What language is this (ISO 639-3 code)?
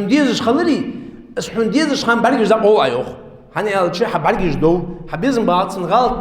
inh